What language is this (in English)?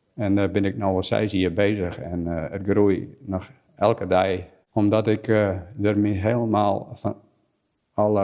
Western Frisian